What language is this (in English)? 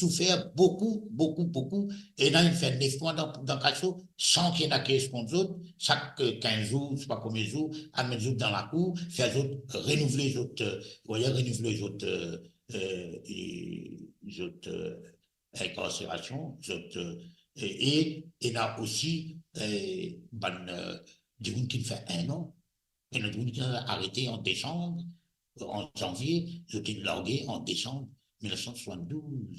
Morisyen